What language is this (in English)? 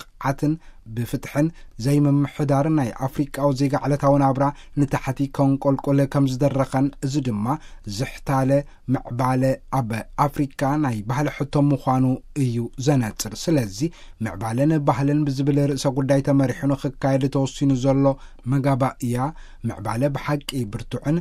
Tigrinya